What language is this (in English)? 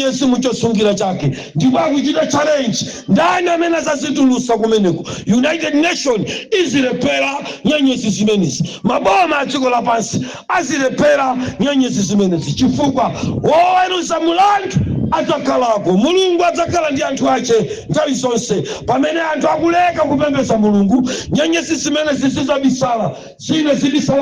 Nyanja